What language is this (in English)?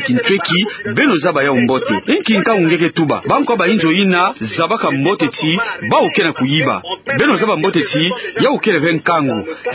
Kituba (Democratic Republic of Congo)